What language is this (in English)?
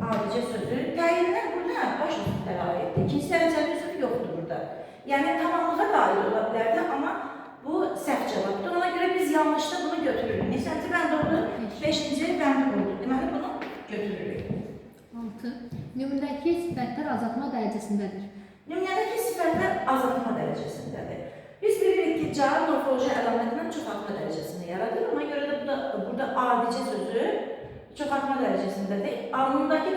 Azerbaijani